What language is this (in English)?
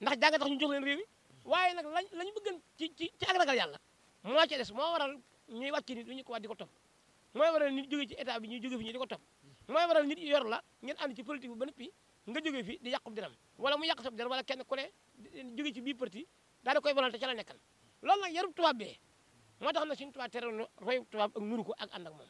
Wolof